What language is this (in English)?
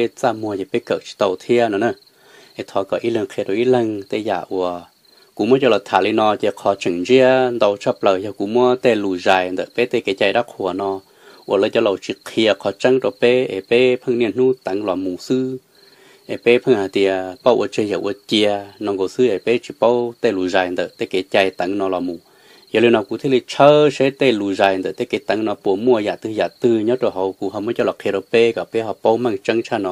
Hmong